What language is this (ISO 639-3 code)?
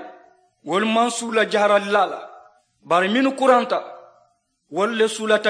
man